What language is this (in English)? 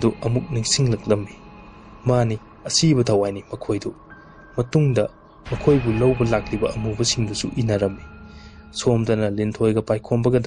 Manipuri